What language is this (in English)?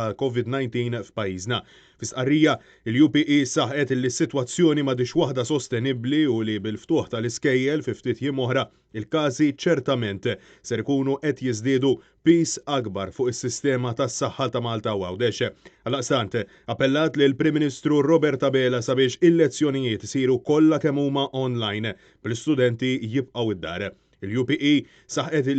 Maltese